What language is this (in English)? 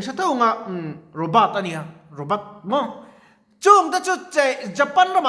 Mizo